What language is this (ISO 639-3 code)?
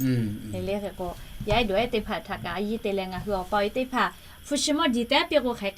lhu